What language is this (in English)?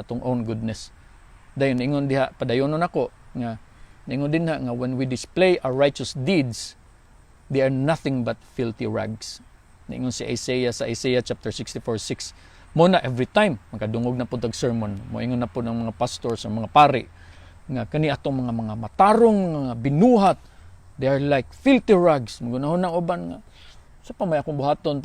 Cebuano